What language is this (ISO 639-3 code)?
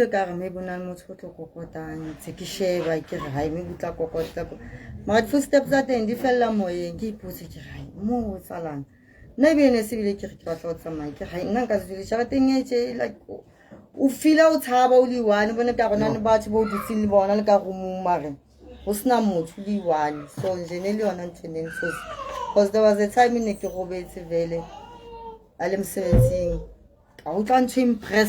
sot